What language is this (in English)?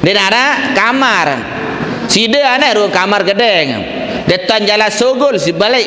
Sasak